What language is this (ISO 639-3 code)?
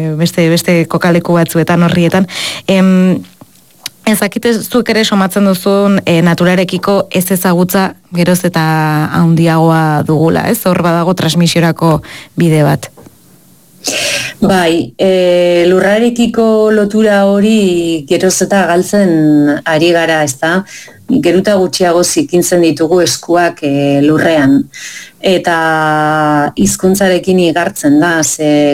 eus